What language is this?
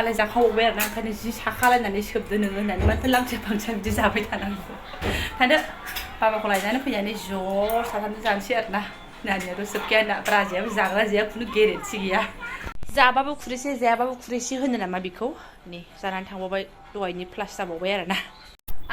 Bodo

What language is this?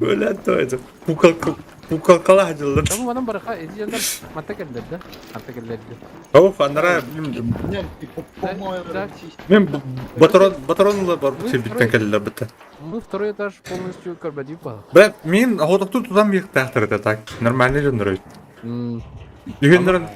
Yakut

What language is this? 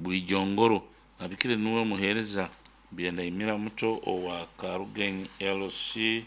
Nyankole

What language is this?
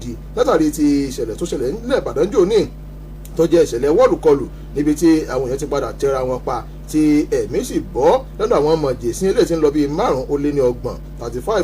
Yoruba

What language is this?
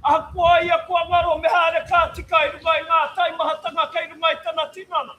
Māori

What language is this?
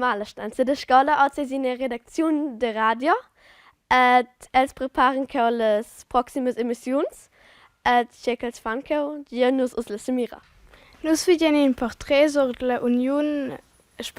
Romansh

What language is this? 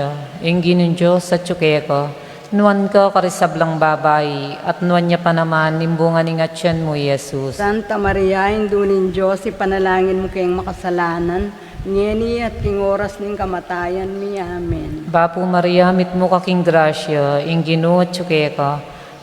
Pampanga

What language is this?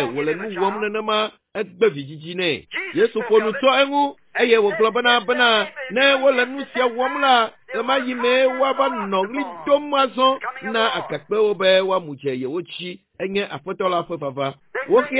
Ewe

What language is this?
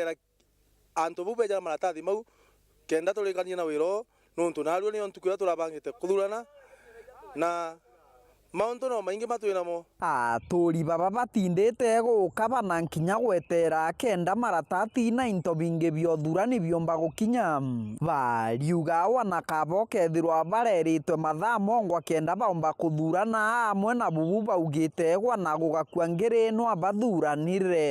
Meru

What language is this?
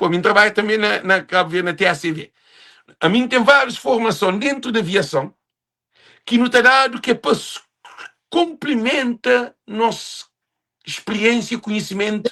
Kabuverdianu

